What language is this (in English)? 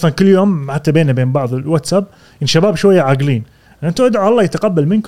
Gulf Arabic